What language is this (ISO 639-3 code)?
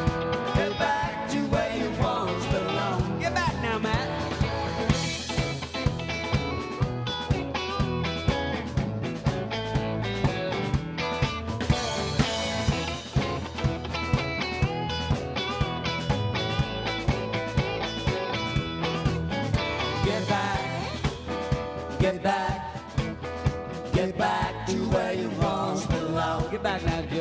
eng